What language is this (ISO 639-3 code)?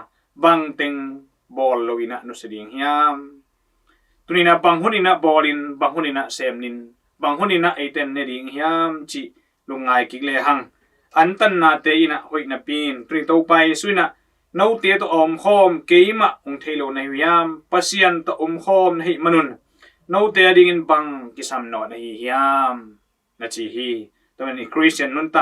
ctd